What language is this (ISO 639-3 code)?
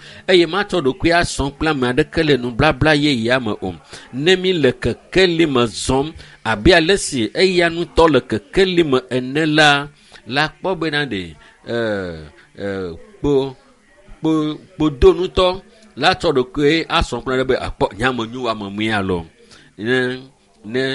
ewe